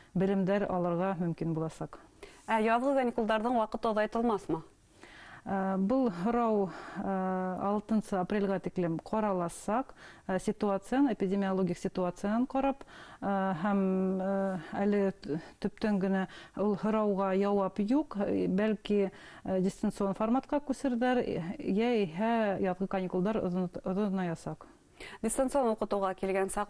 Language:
Bashkir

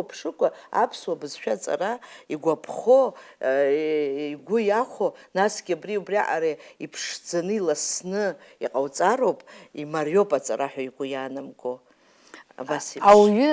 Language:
Abkhazian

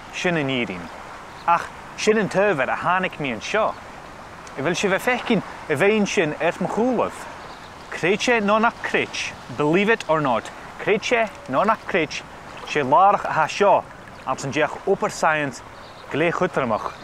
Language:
Scottish Gaelic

